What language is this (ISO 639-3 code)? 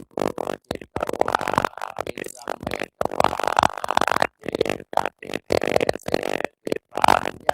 pli